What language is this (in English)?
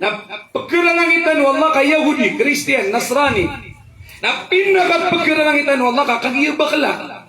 Maranao